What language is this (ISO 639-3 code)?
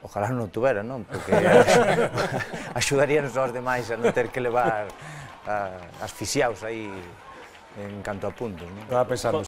glg